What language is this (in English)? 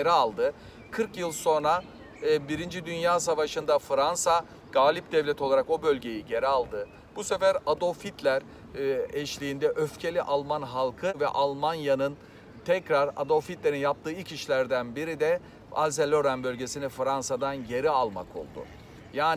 Turkish